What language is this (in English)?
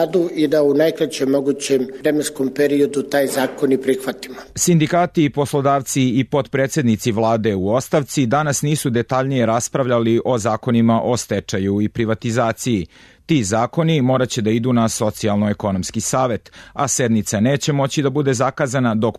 Serbian